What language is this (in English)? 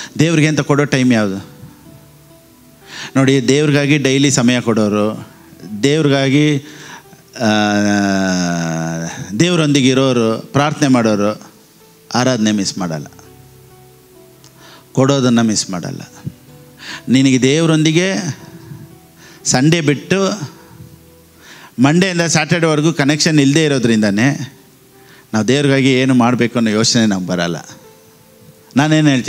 Kannada